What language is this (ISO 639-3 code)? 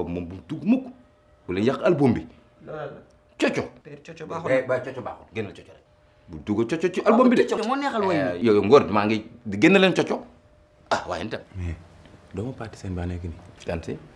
wol